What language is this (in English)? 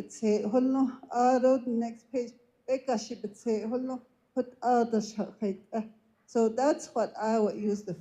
Navajo